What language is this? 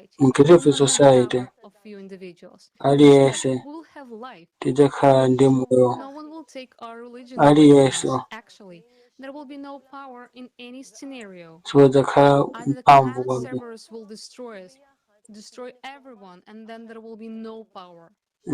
Nyanja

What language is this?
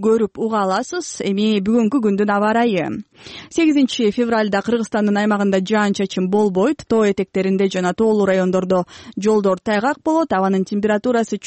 Kyrgyz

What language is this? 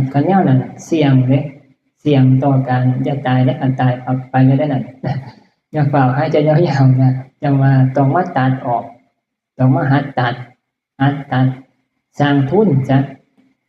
Northeastern Thai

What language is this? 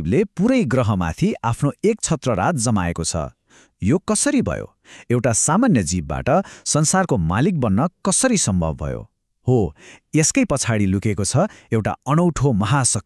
Nepali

